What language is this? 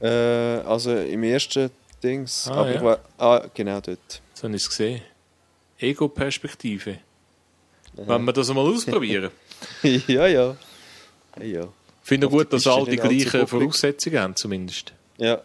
Swiss German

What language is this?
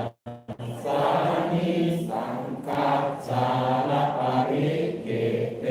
Pali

